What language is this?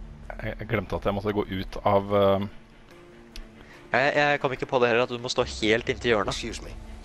Norwegian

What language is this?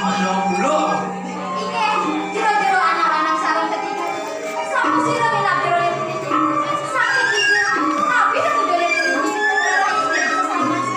Balinese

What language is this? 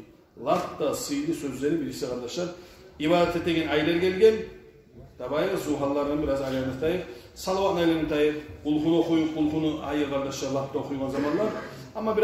Kumyk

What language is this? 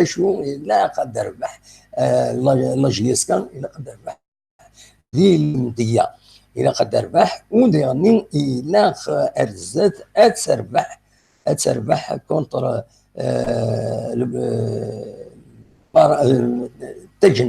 Kabyle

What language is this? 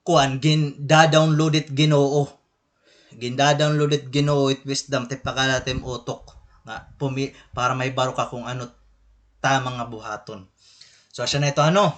Waray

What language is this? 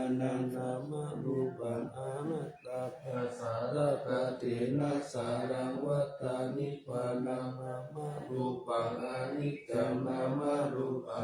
Pali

